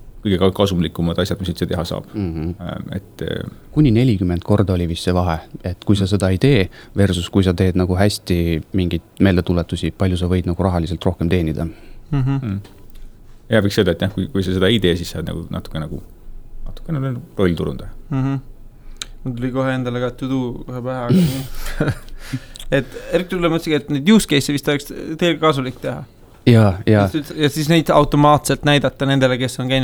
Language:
Estonian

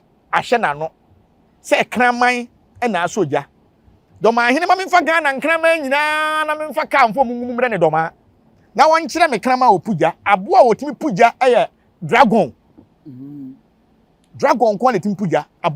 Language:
Akan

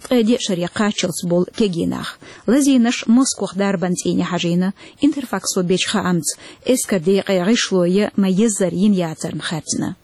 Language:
Chechen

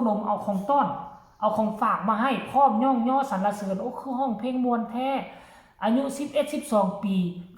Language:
Northeastern Thai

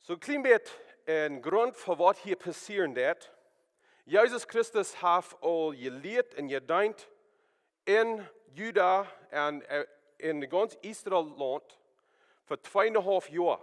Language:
Plautdietsch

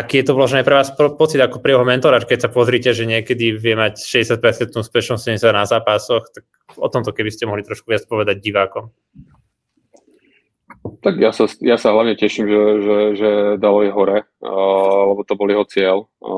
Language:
Slovak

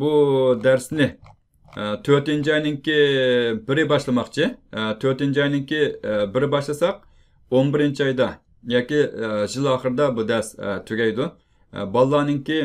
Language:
Uyghur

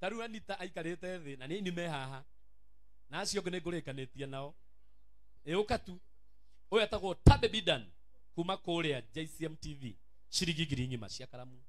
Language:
Kikuyu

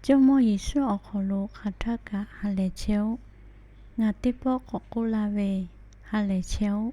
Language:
Lahu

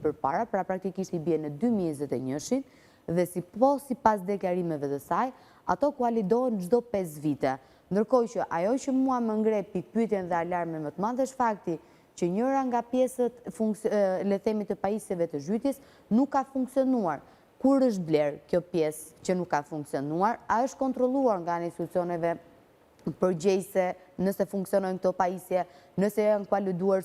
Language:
Albanian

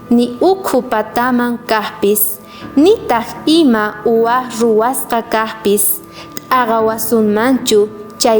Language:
South Bolivian Quechua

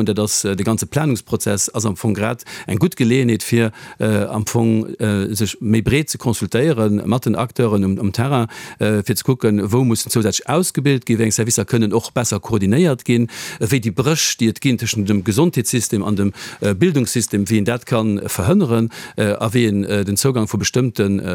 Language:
Luxembourgish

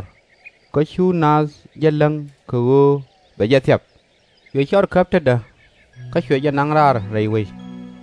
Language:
Nuer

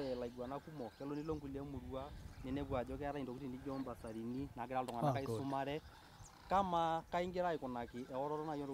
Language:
Masai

